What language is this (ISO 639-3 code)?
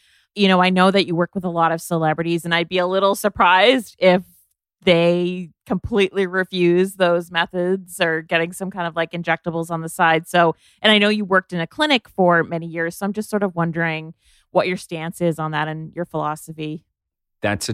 eng